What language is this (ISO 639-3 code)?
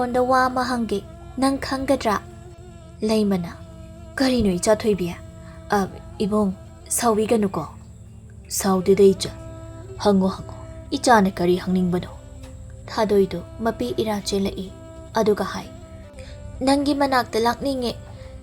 mni